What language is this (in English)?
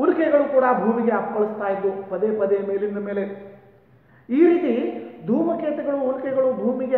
Kannada